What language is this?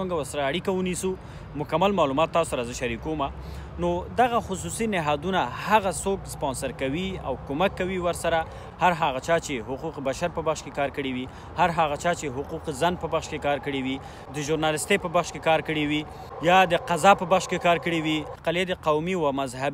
Pashto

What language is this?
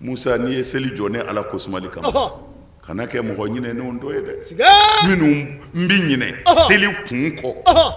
Bambara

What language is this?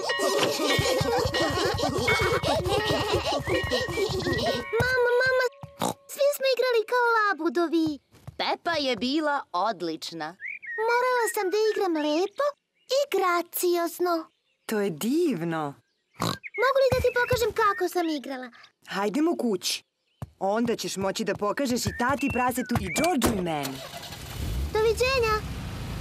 Serbian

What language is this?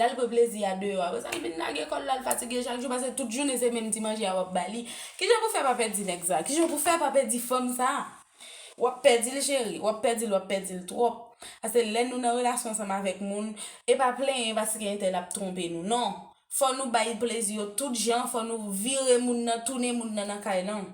Haitian Creole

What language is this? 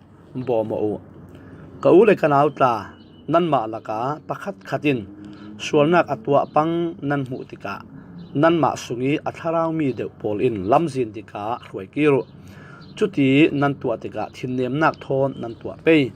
Falam Chin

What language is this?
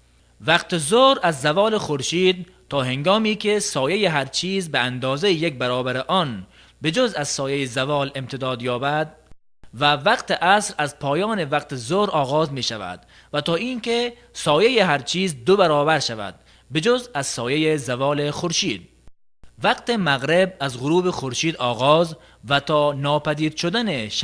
Tajik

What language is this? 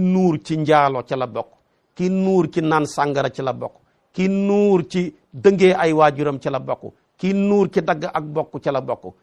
Wolof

